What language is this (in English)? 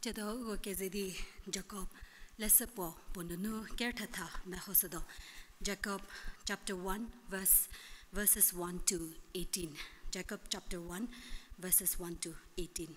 Angami Naga